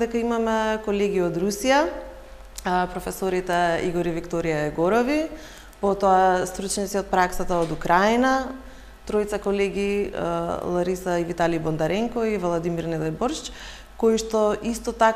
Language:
Macedonian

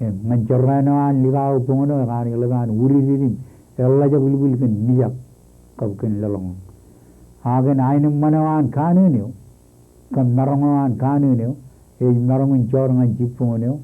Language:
Marshallese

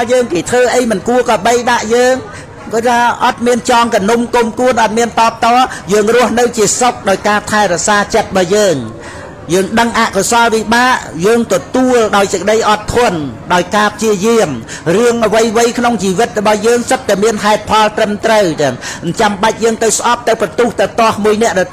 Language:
Khmer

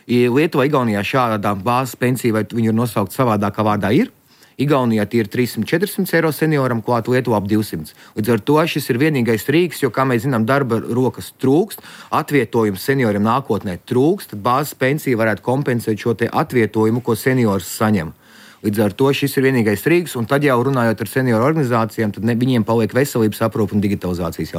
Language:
Latvian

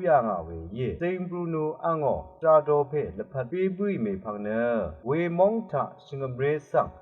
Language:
Rawang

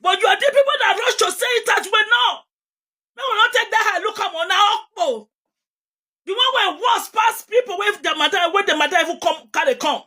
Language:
Nigerian Pidgin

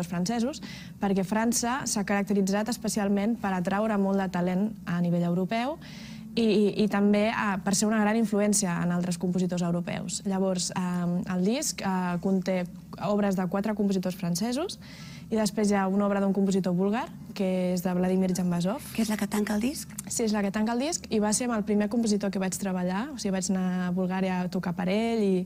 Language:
Catalan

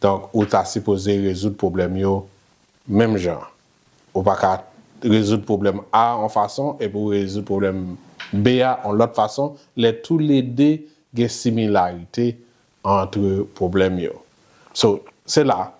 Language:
Haitian Creole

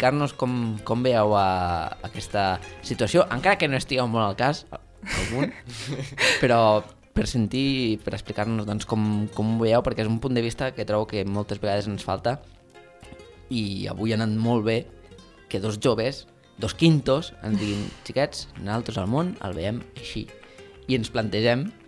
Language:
Catalan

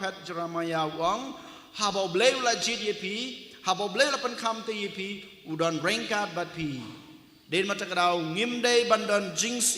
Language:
Khasi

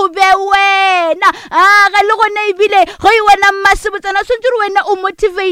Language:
Northern Sotho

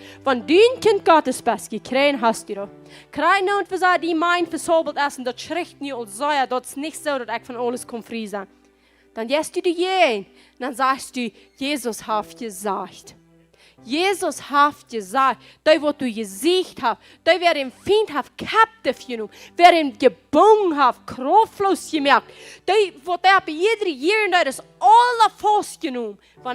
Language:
Plautdietsch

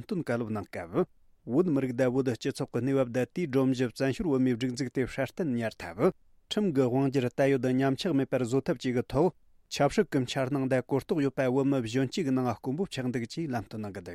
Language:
Tibetan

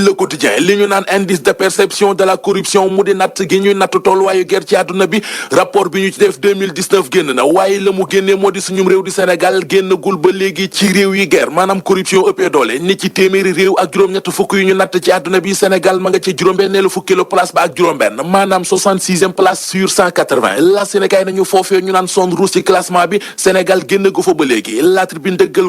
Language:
Wolof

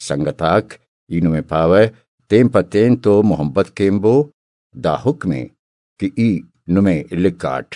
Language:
Brahui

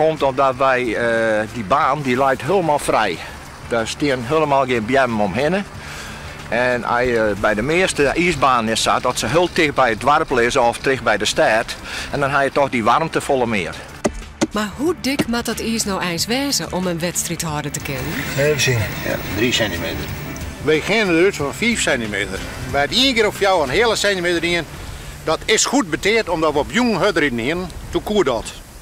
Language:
Western Frisian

